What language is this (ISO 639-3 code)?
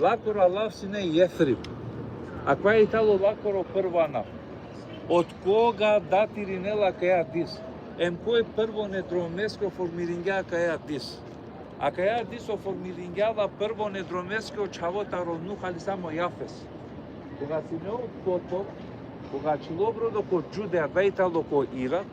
rmn